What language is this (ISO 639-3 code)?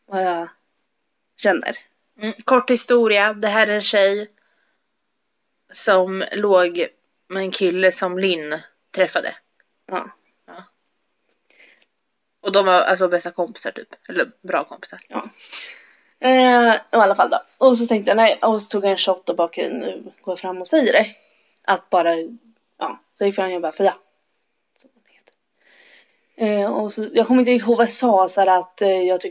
swe